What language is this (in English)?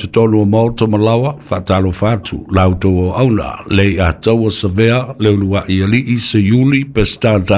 Samoan